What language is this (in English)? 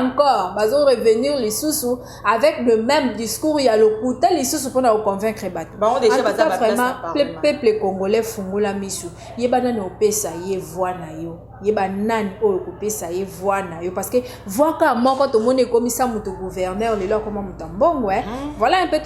Lingala